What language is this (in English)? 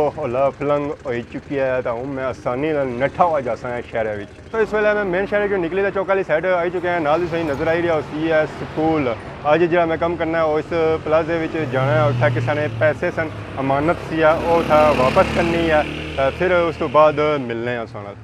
Pahari-Potwari